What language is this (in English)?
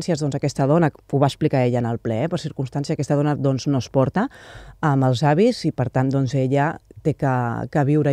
Catalan